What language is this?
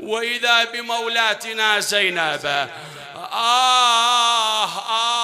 Mesopotamian Arabic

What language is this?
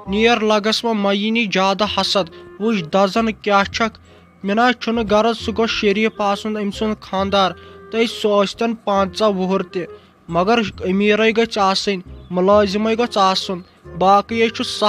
Kashmiri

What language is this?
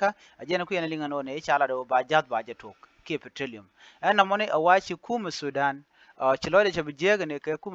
Nuer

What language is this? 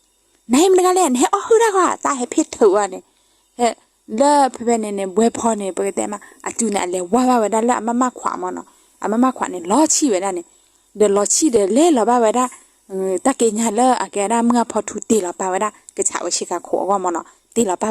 S'gaw Karen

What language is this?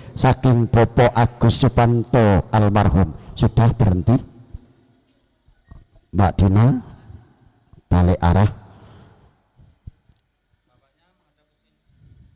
Indonesian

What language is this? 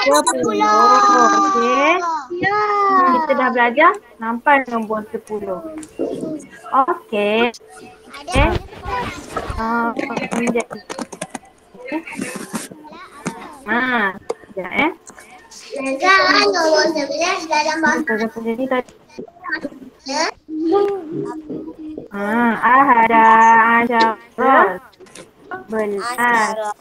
Malay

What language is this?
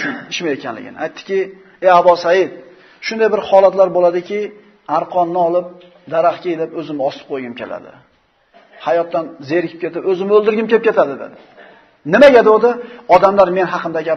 Uzbek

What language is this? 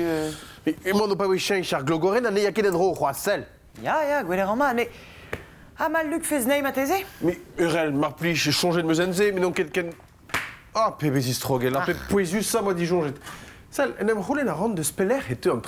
Breton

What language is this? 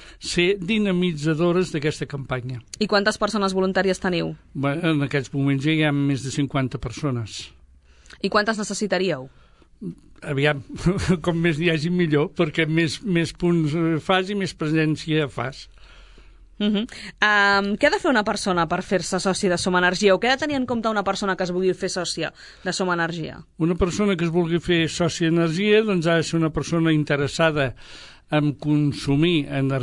Catalan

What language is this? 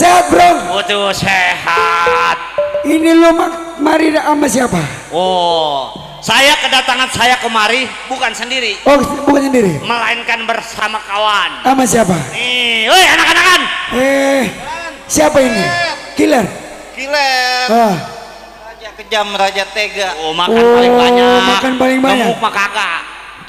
Betawi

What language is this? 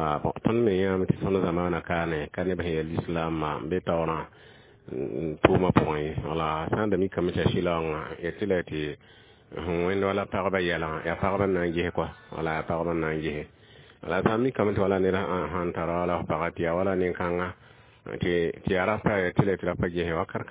Mossi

